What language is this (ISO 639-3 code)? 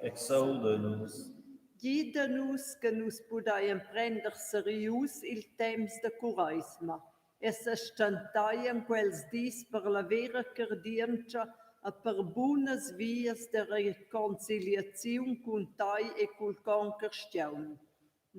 roh